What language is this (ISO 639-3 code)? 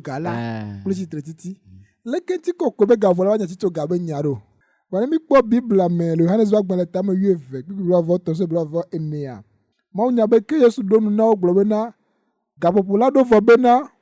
ewe